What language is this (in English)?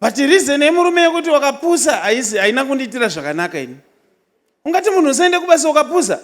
Shona